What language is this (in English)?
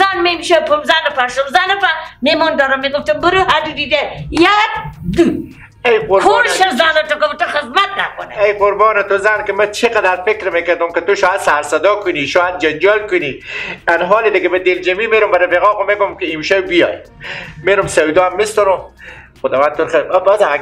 Persian